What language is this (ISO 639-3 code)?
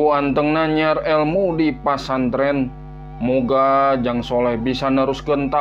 sun